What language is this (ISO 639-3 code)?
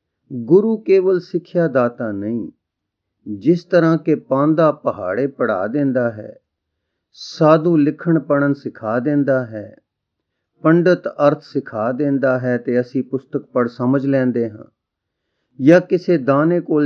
pan